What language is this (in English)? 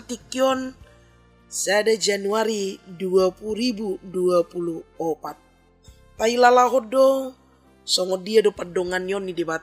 Batak Toba